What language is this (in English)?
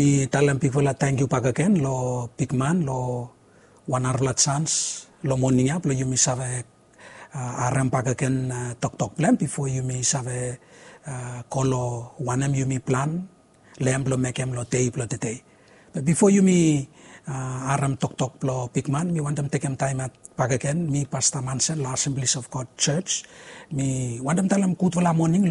Bislama